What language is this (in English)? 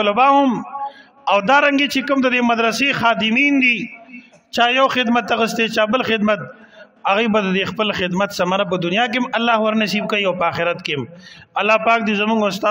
Pashto